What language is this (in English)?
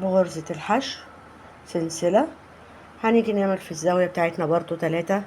Egyptian Arabic